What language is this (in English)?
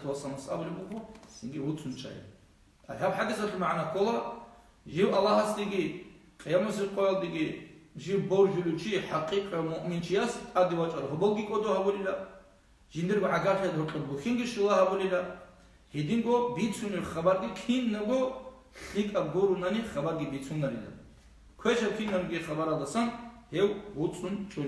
Avaric